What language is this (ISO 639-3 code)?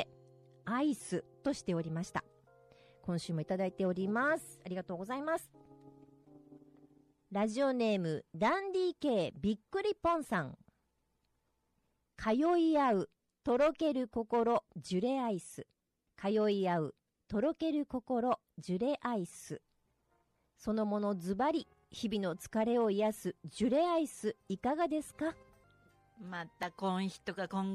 jpn